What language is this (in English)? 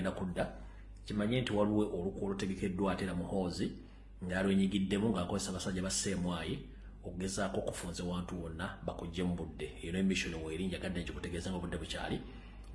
Ganda